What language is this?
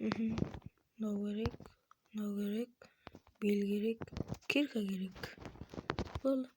Kara-Kalpak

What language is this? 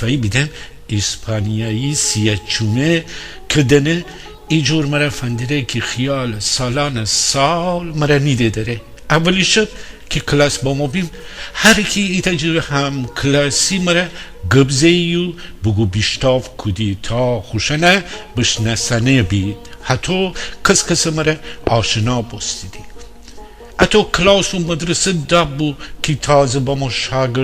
Gilaki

